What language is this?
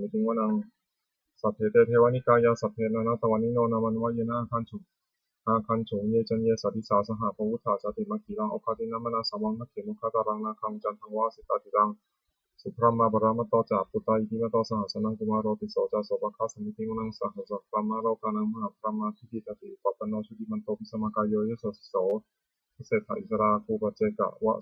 Pali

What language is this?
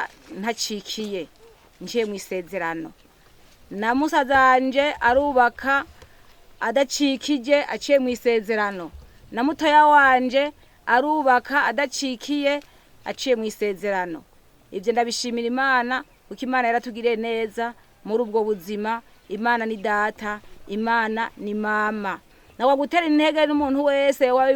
Rundi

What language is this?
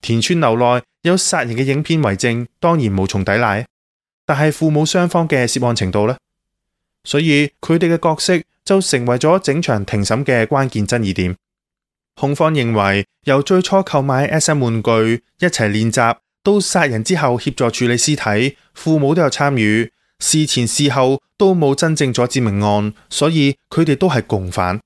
Cantonese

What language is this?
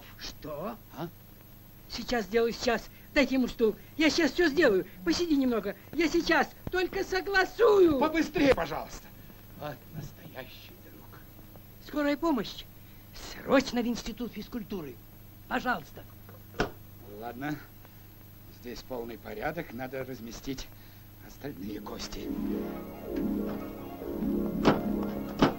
Russian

